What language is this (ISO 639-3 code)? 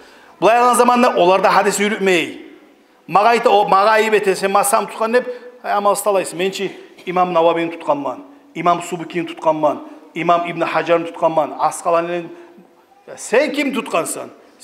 kum